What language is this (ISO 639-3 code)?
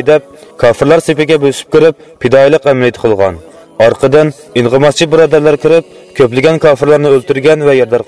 uig